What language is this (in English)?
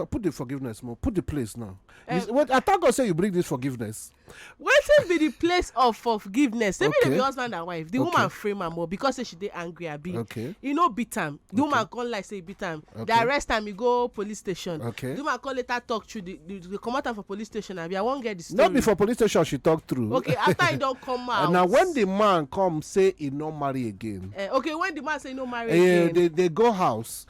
Nigerian Pidgin